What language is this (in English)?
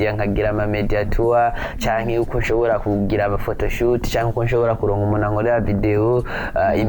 Rundi